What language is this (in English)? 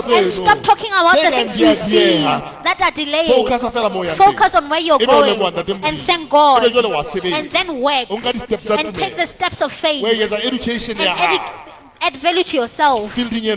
Southern Sotho